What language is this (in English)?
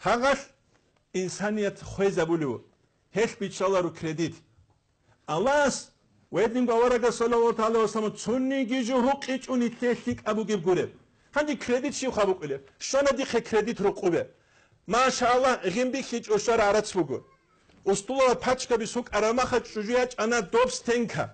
Avaric